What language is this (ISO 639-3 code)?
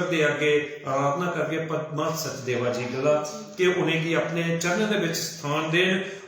doi